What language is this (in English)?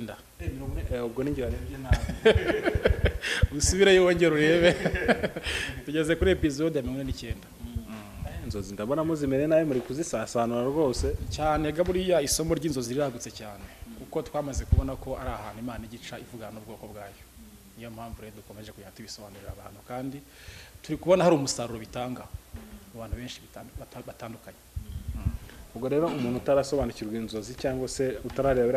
Kinyarwanda